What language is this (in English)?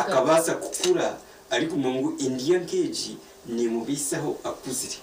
Nyankole